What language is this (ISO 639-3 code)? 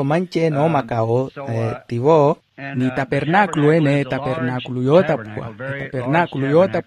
vmw